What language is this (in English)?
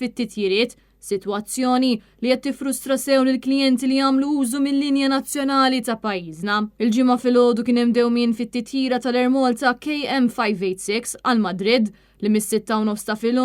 Maltese